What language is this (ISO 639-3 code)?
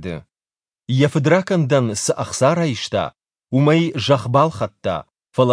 oss